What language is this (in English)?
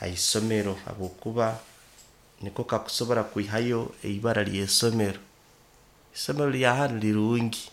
Nyoro